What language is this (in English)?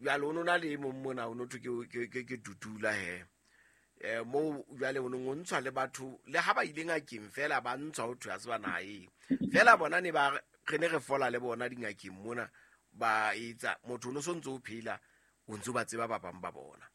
Southern Sotho